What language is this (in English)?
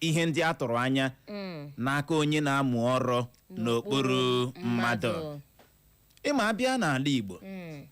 Igbo